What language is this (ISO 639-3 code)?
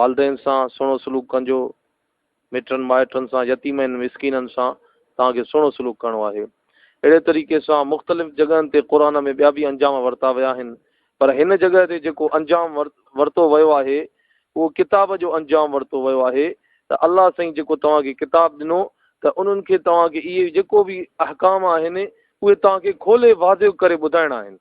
snd